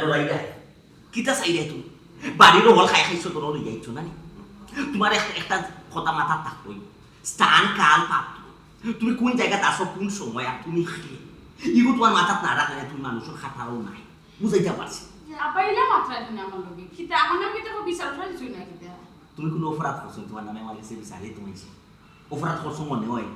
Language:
Sylheti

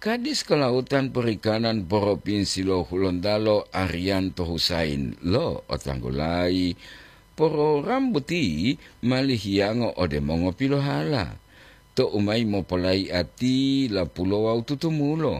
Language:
Gorontalo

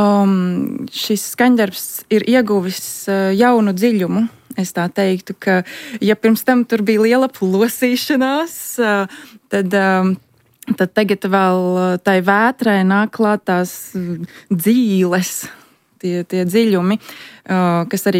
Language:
Latvian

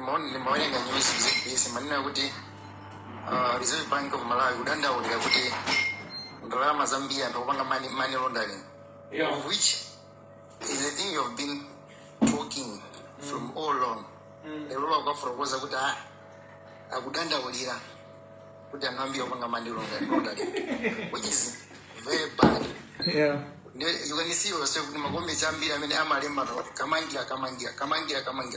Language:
Nyanja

